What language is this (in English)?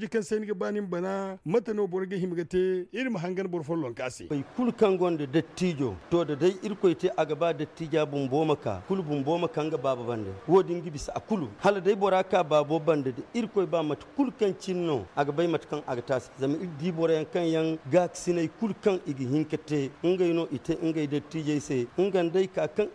Zarma